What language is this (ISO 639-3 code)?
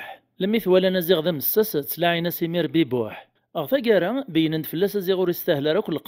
kab